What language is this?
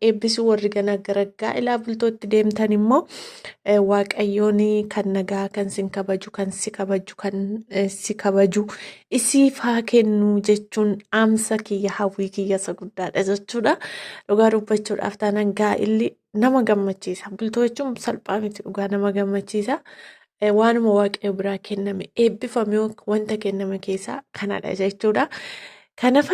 Oromo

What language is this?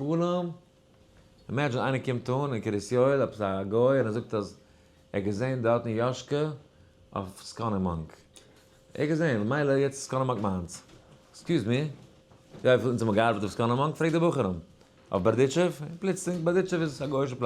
Yiddish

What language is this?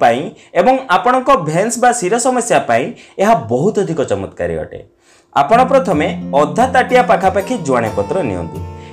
Odia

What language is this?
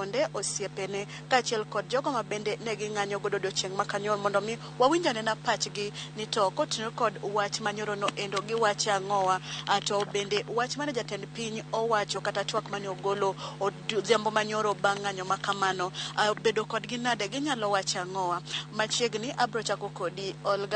Luo (Kenya and Tanzania)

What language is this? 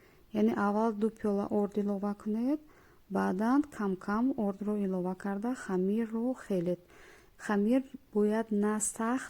Tajik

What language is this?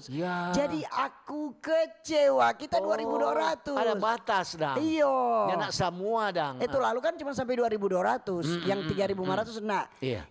Manado Malay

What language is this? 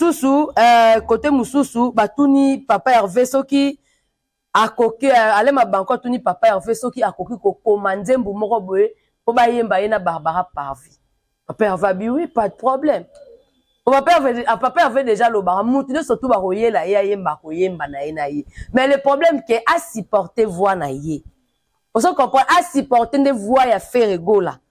Lingala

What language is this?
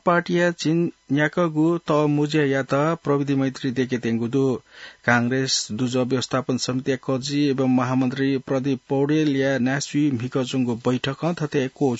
Newari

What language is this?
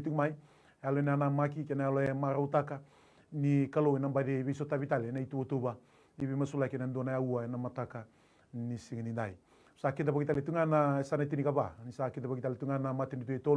Fijian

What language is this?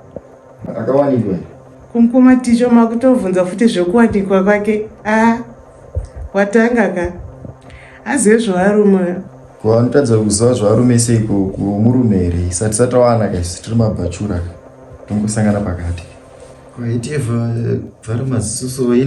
Shona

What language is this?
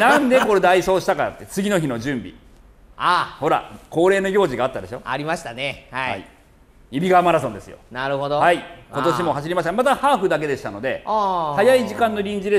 Japanese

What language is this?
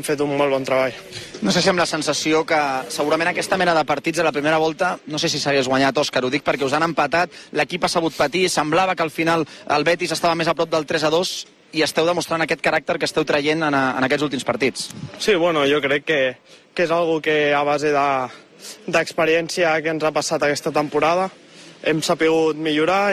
Catalan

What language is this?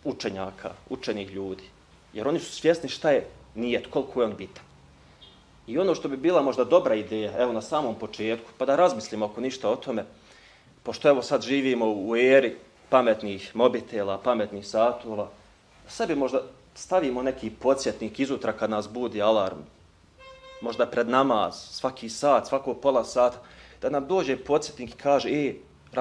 Bosnian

